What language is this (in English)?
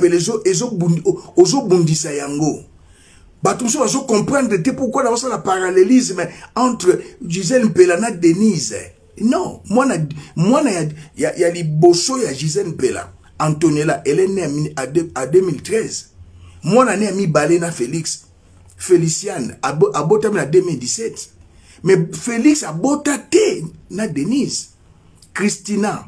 Lingala